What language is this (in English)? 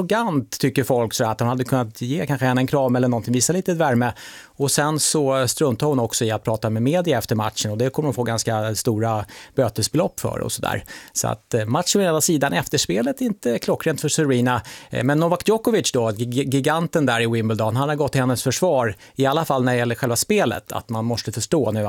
Swedish